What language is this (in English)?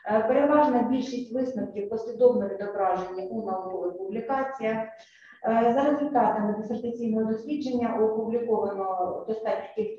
Ukrainian